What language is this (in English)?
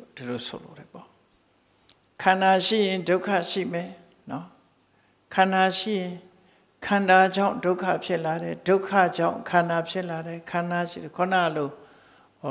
Burmese